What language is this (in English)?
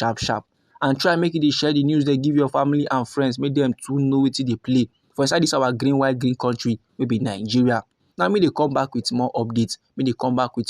Nigerian Pidgin